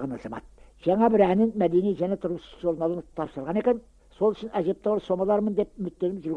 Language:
Kazakh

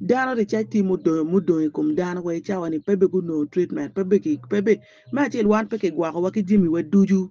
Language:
Acoli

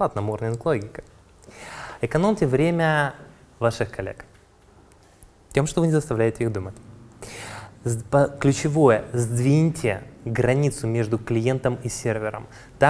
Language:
Russian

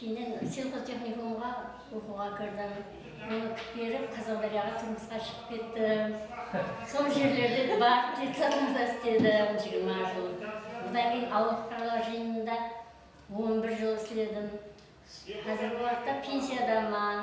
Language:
Kara-Kalpak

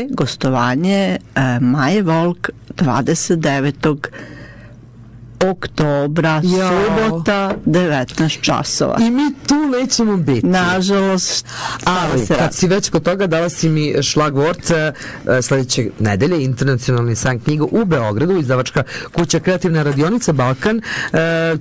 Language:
Serbian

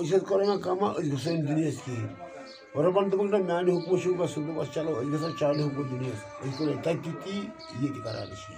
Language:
Kashmiri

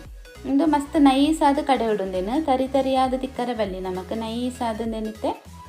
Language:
Tulu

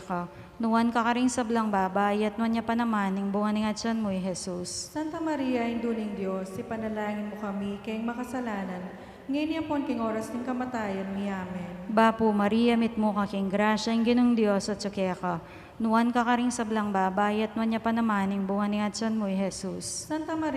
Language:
Pampanga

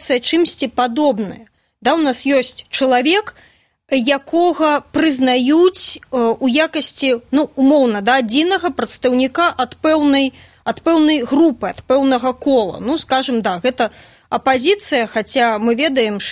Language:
Belarusian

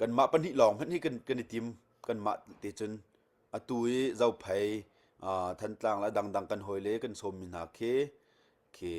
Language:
Hakha Chin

